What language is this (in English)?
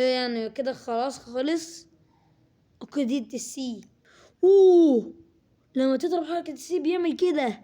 Egyptian Arabic